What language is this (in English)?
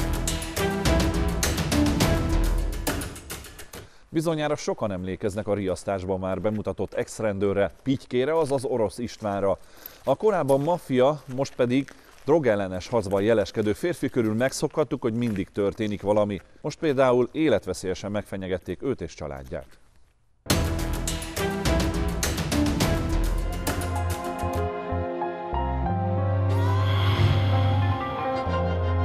Hungarian